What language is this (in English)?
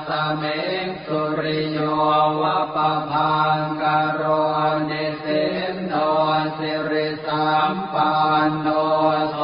Pali